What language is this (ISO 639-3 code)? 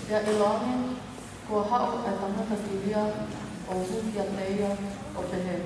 ton